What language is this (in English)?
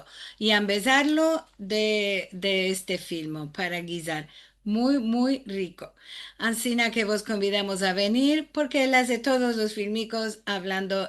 Ladino